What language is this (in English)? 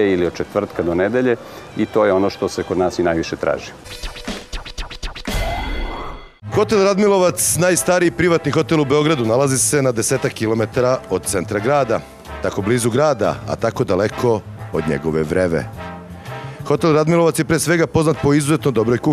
Serbian